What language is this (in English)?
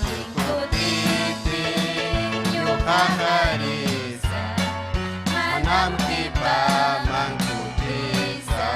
Ayacucho Quechua